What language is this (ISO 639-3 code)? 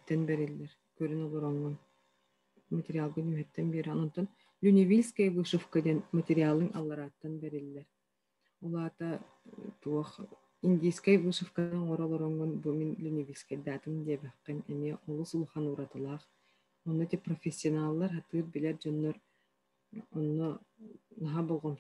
sah